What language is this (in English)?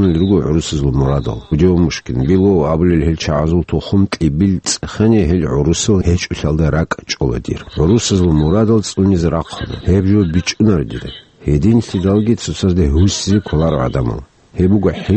Avaric